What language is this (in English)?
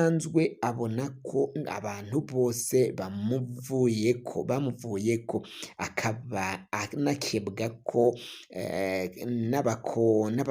Rundi